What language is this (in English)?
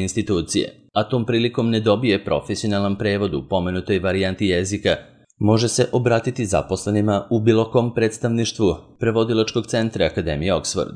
Serbian